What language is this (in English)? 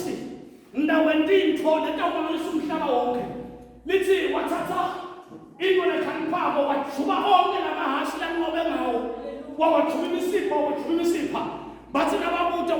Zulu